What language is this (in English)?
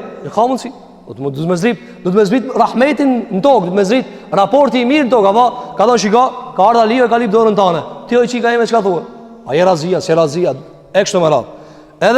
Albanian